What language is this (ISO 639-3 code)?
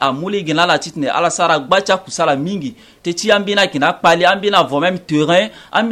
sag